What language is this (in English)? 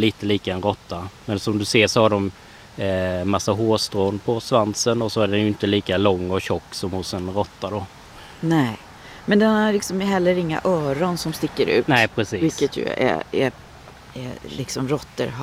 Swedish